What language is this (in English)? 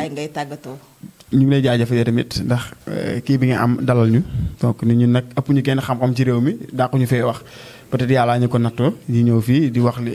Wolof